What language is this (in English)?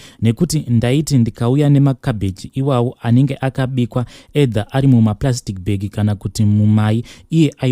Shona